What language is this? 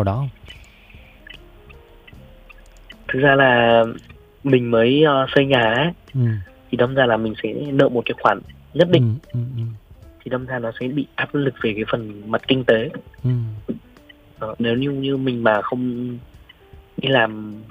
Vietnamese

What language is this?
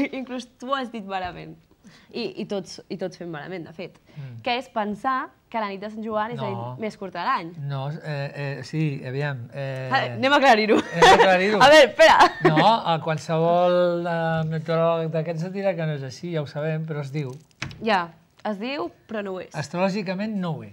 Catalan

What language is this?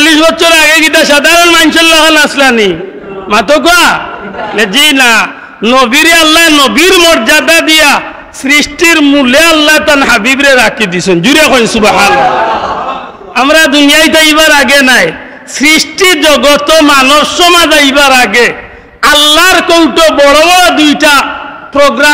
Sylheti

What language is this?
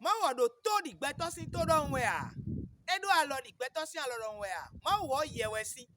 Fon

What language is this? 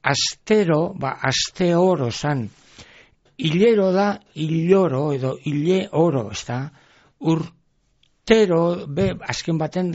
Basque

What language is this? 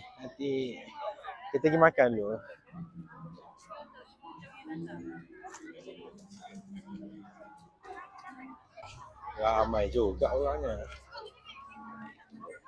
Malay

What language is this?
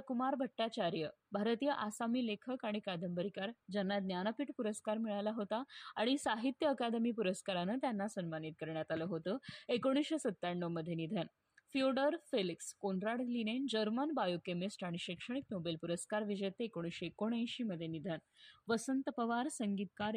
Marathi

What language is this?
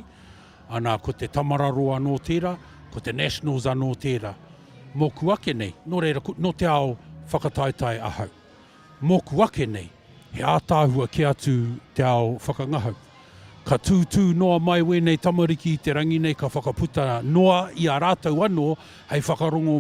Māori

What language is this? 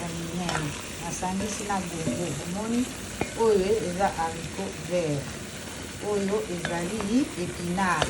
Lingala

